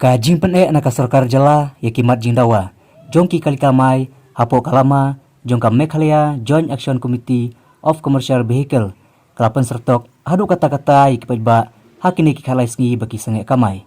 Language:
Khasi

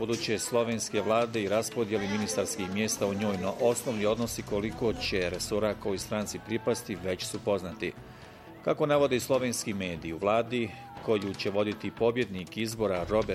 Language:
Bosnian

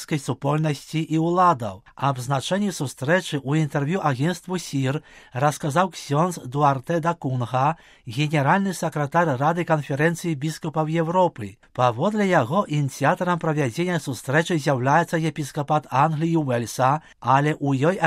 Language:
Belarusian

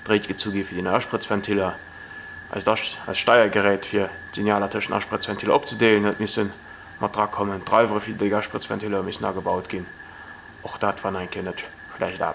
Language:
Luxembourgish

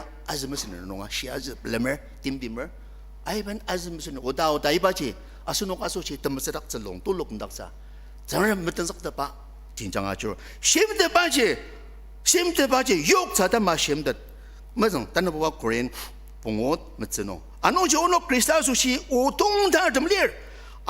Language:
Ao Naga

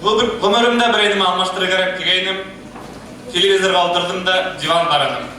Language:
Bashkir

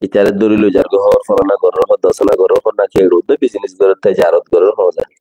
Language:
Rohingya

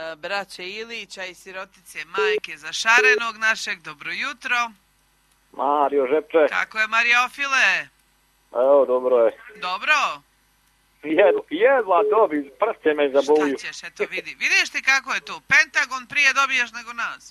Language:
Croatian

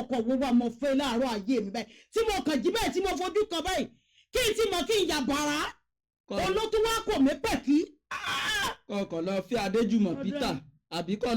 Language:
Yoruba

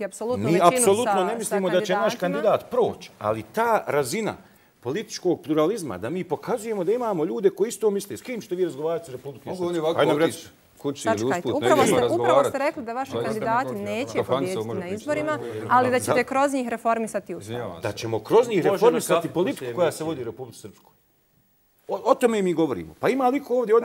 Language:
Bosnian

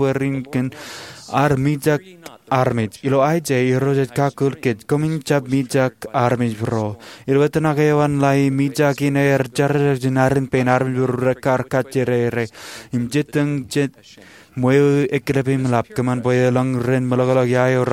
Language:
Marshallese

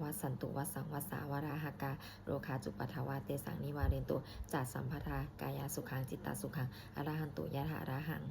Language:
Pali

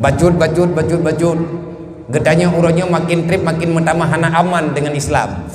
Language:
Achinese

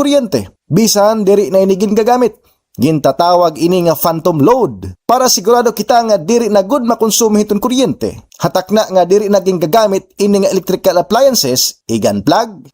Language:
Waray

